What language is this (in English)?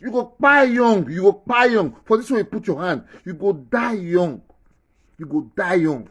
Nigerian Pidgin